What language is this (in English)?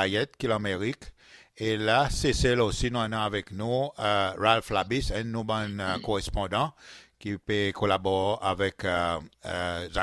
Seselwa Creole French